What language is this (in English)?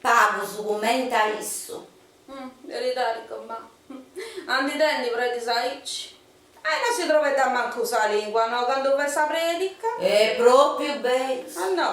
Sardinian